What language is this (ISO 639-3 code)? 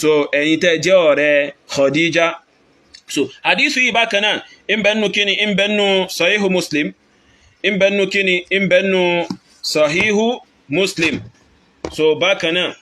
yor